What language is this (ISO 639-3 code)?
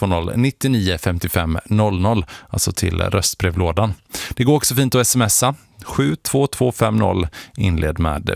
swe